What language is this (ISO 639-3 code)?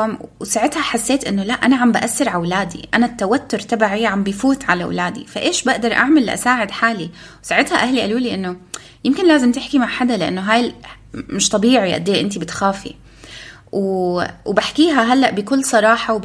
apc